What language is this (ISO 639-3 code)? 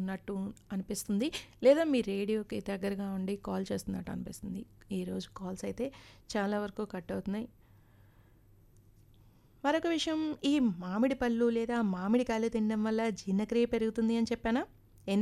tel